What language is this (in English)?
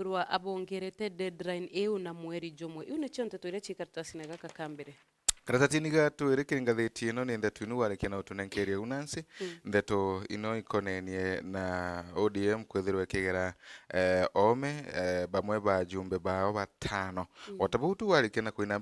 Meru